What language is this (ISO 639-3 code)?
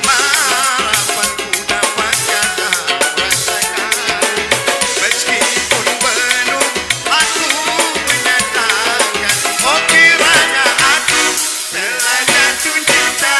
bew